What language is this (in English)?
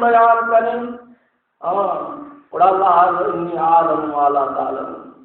Baluchi